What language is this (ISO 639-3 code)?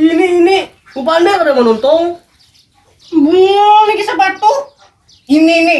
bjn